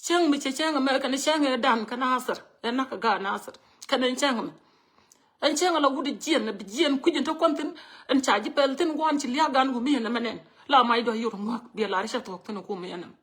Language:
Nuer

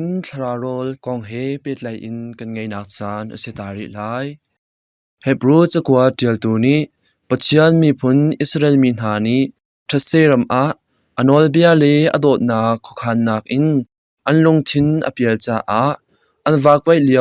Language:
Hakha Chin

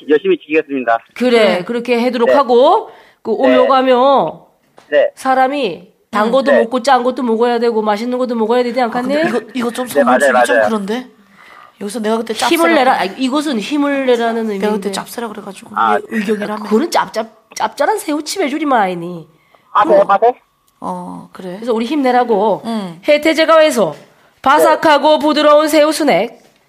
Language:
Korean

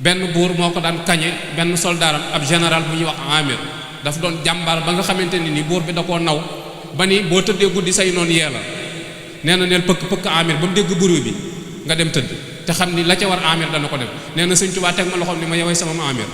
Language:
Wolof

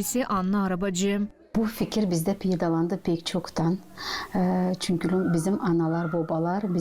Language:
Gagauz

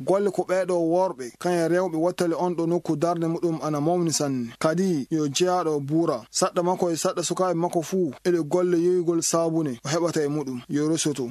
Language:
Fula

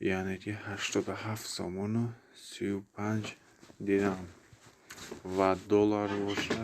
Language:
Tajik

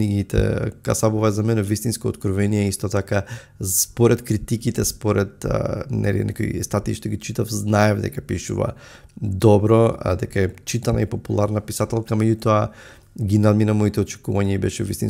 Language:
Macedonian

